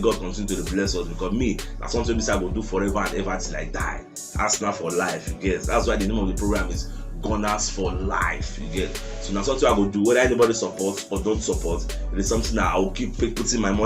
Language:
Nigerian Pidgin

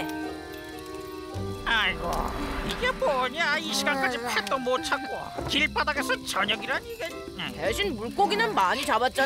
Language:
Korean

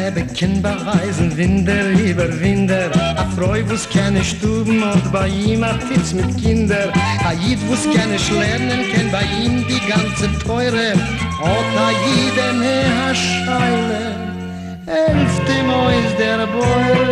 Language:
Yiddish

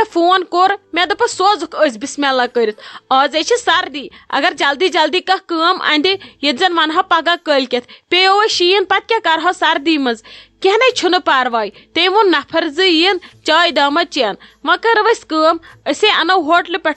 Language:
Kashmiri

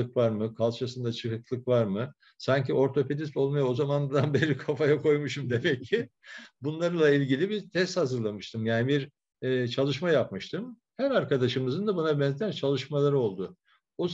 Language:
Turkish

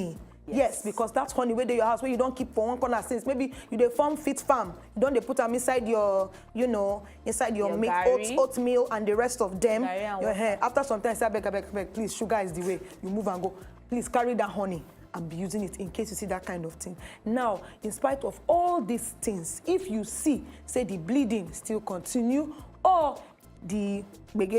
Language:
Nigerian Pidgin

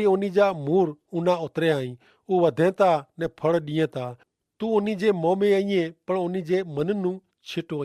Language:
Kachhi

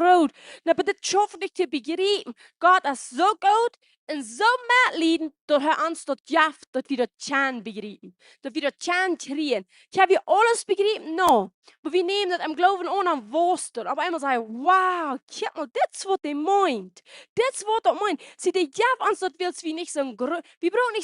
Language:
Plautdietsch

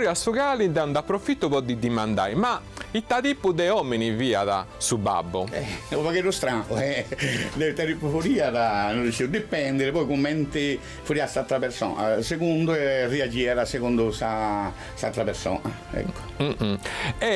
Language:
Sardinian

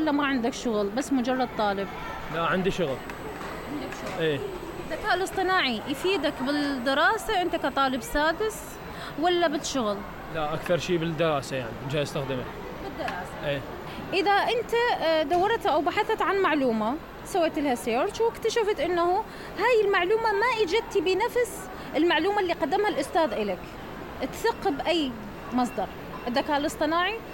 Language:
Mesopotamian Arabic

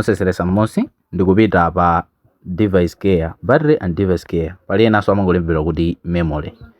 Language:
Nyanja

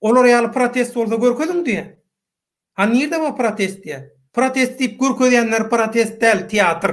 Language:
Turkmen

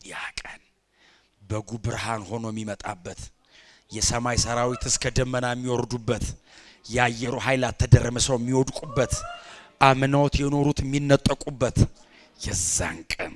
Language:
Amharic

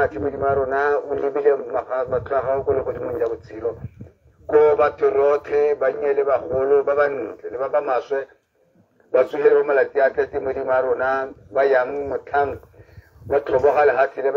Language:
Tswana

